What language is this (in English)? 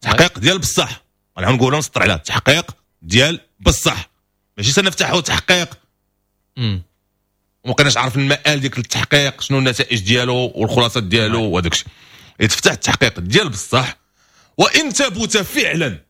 Moroccan Arabic